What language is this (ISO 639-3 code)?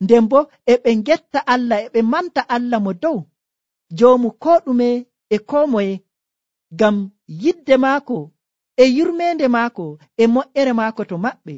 fuv